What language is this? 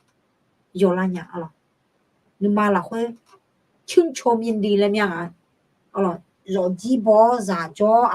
Akha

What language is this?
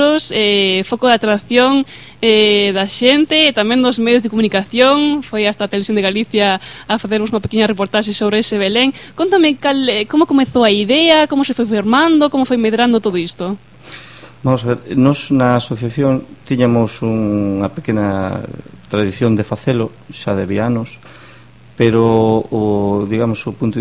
Galician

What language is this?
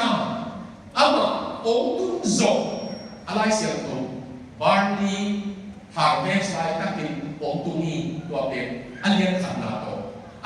Tedim Chin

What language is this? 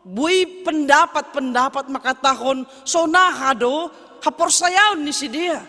Batak Simalungun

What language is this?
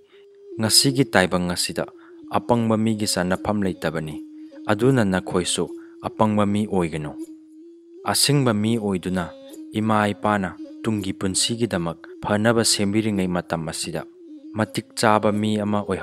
Manipuri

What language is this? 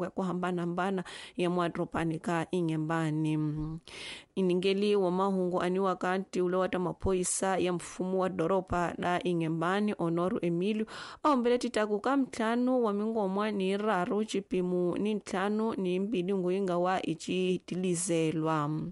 Tsonga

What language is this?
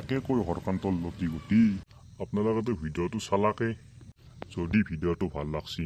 Assamese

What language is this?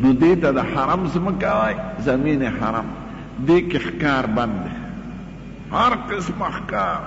Pashto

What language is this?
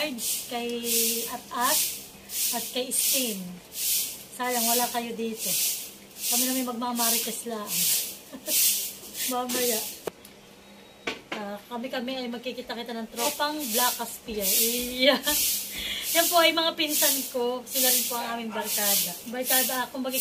Filipino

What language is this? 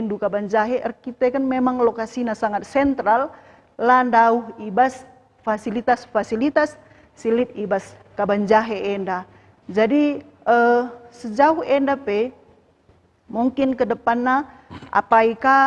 Batak Karo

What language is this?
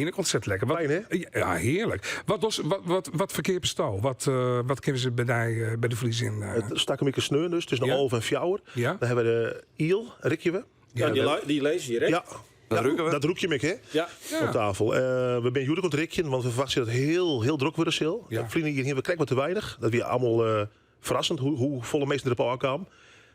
Western Frisian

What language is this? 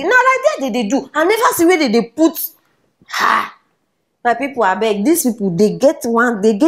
Nigerian Pidgin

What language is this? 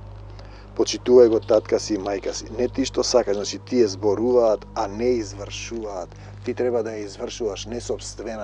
Macedonian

